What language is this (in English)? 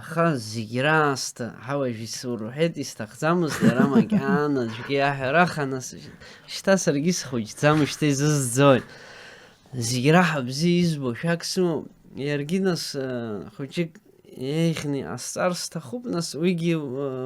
Abkhazian